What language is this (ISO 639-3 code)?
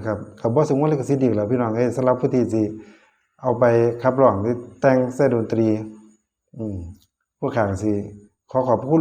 tts